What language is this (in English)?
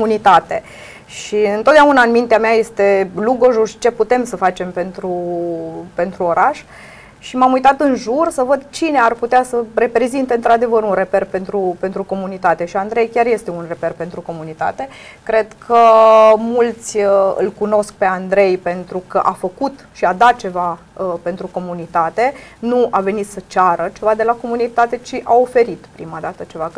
Romanian